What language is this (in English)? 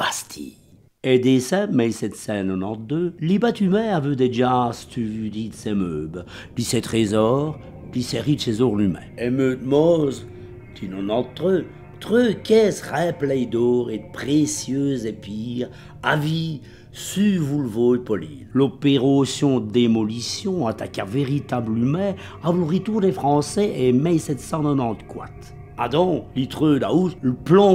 Walloon